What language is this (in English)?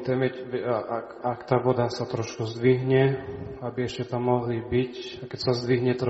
Slovak